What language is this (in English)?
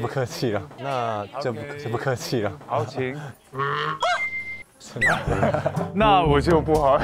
Chinese